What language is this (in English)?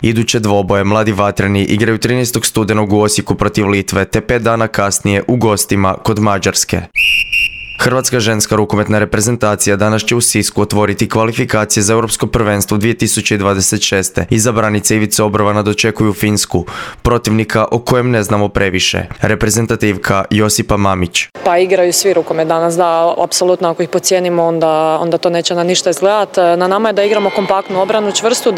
Croatian